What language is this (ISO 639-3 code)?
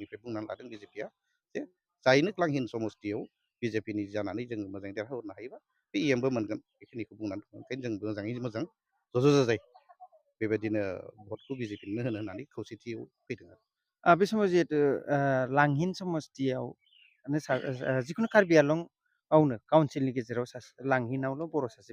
brx